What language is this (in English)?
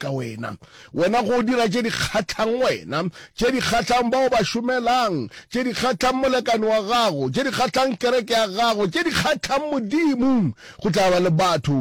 Northern Sotho